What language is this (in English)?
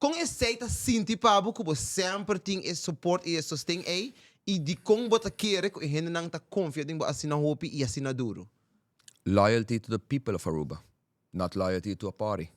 Papiamento